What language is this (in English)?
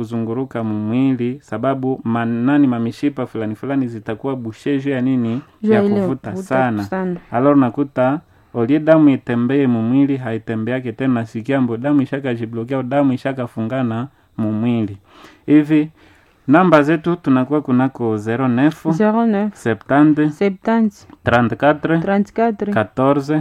Swahili